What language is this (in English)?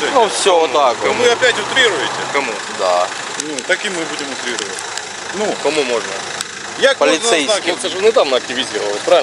Ukrainian